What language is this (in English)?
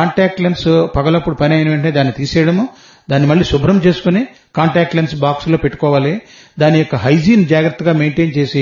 Telugu